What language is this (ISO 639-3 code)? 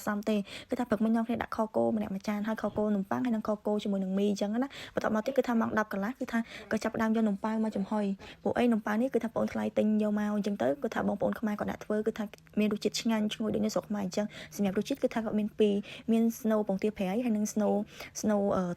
khm